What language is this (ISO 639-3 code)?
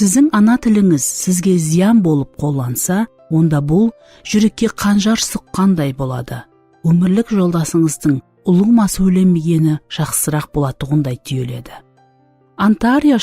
kaa